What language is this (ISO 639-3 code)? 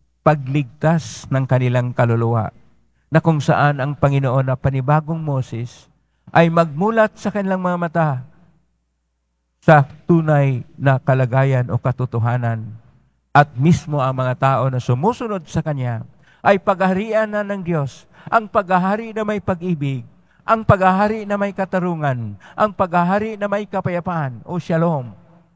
fil